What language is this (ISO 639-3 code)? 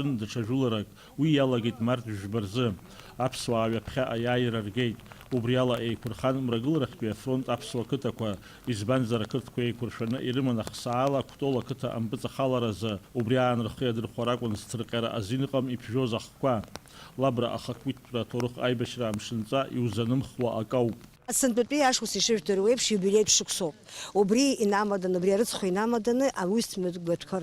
abk